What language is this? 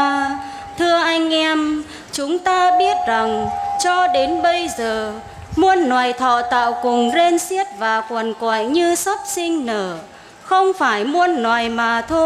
Vietnamese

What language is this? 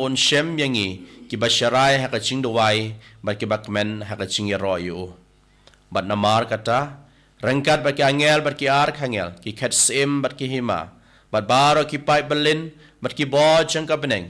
Khasi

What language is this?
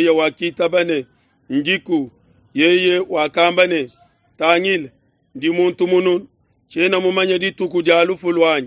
Luba-Lulua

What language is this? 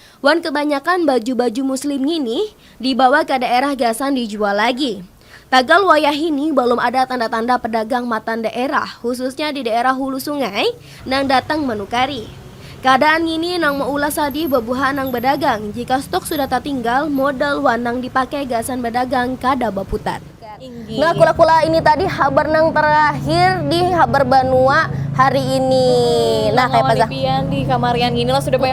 Banjar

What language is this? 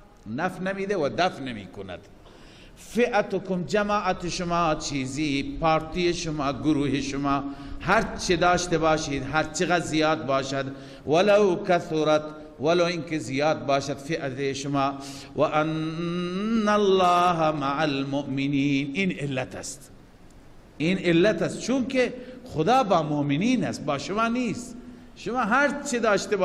Persian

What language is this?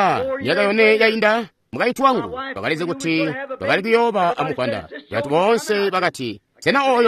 Tonga (Zambia)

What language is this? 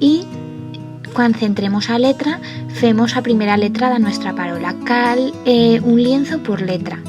Aragonese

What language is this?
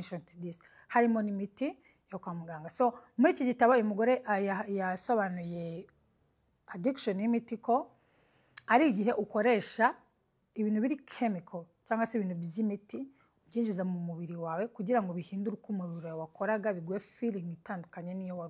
Kinyarwanda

